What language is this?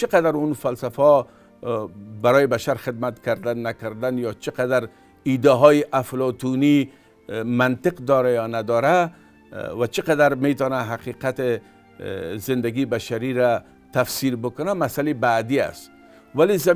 Tajik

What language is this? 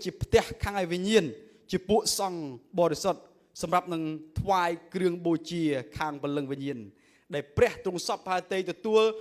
Khmer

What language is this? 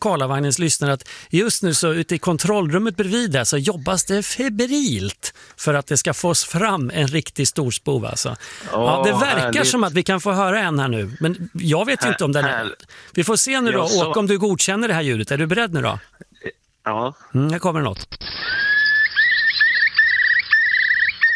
Swedish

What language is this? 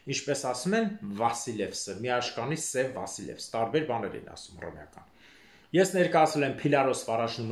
Armenian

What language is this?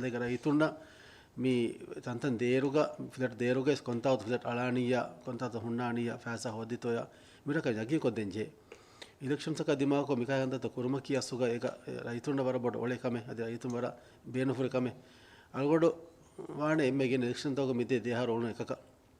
Divehi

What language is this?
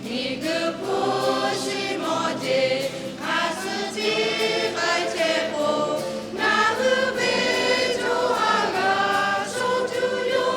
Lahu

